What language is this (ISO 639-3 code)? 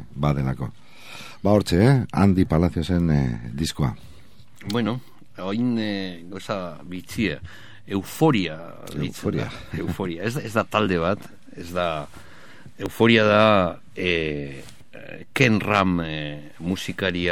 eus